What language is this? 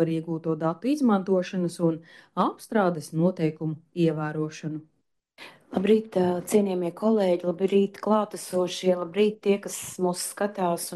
Latvian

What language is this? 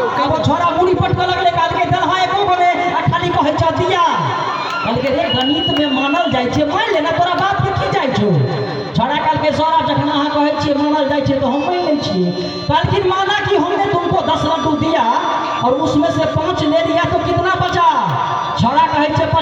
Maithili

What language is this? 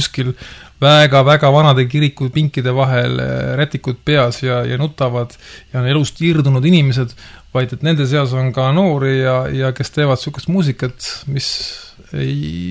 Estonian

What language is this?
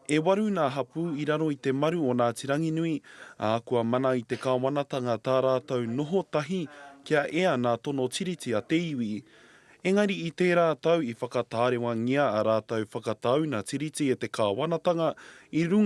Māori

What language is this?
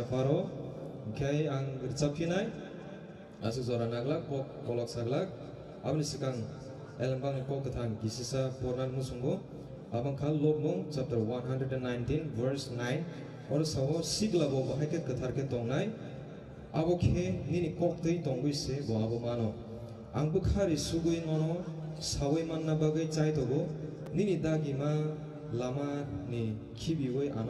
Kok Borok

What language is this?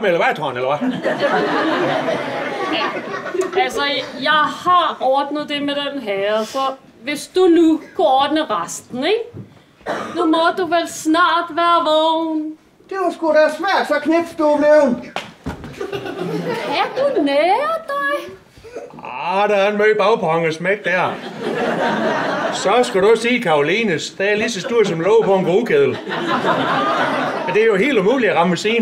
Danish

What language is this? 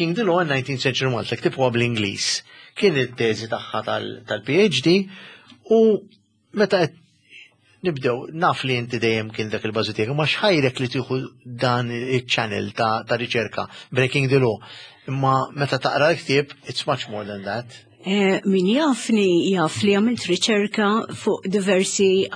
Maltese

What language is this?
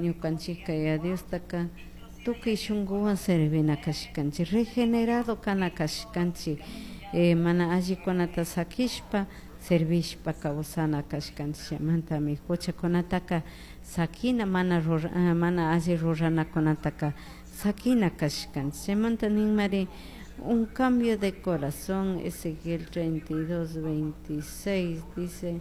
Chimborazo Highland Quichua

